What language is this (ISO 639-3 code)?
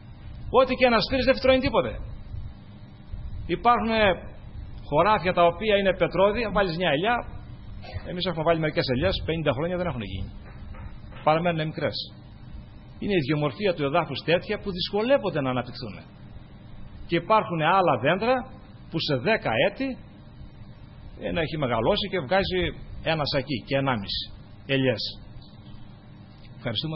ell